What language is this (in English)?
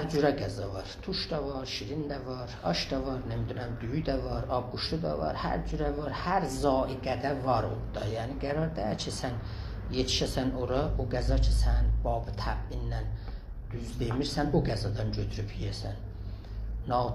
South Azerbaijani